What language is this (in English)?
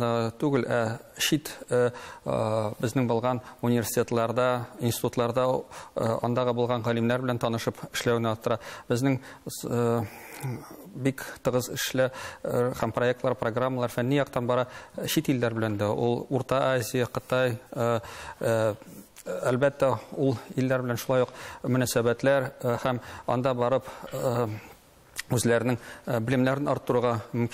Tatar